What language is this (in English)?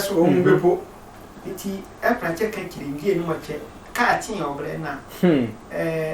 Sehwi